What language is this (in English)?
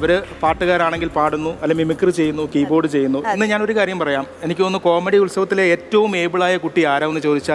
Malayalam